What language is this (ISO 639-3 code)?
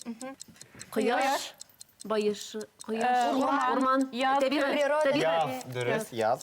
bak